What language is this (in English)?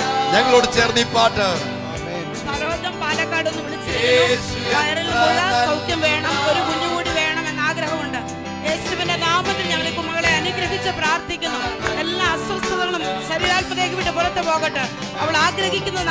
Malayalam